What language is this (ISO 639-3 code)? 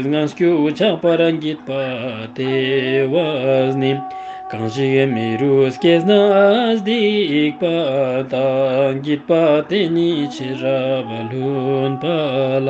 lbj